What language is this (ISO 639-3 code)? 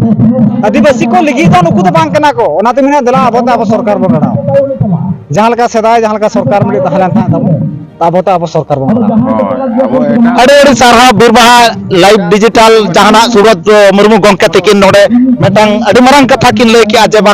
sat